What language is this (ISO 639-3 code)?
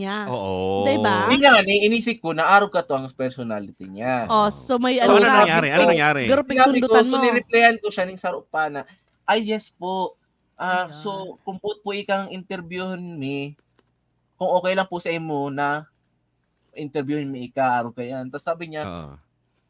bik